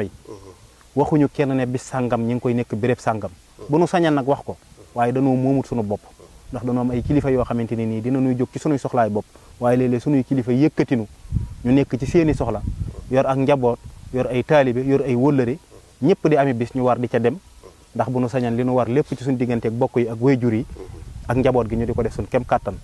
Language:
Wolof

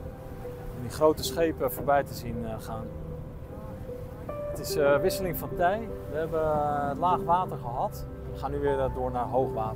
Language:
Dutch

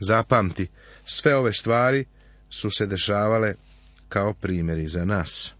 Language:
Serbian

